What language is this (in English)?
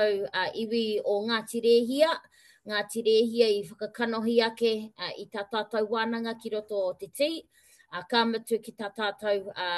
Māori